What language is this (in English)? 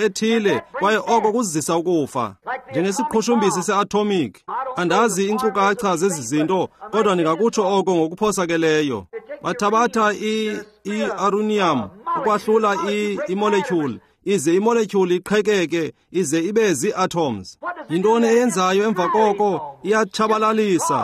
Xhosa